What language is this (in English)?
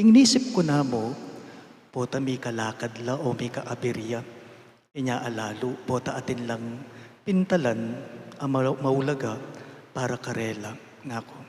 Pampanga